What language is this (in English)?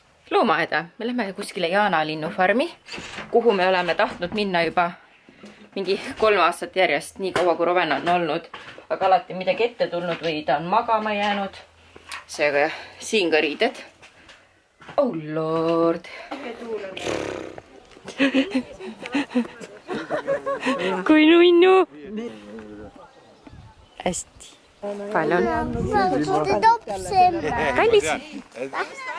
Estonian